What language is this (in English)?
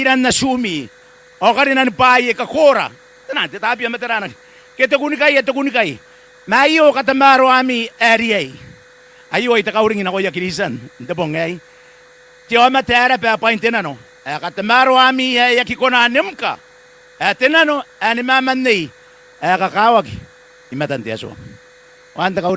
Gilbertese